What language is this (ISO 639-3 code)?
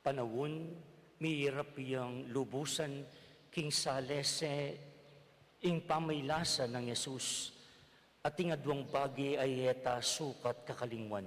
pam